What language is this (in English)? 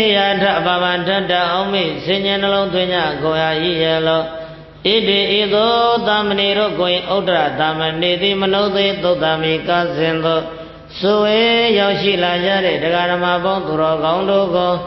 Burmese